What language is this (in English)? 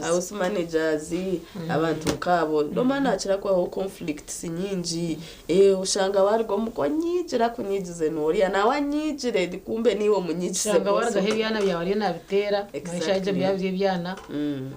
Nyankole